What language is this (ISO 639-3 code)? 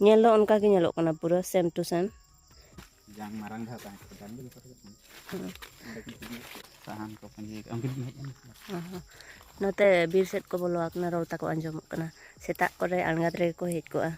sat